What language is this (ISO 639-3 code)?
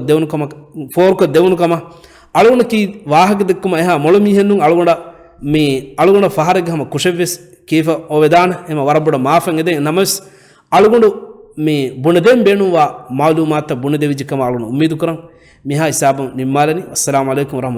div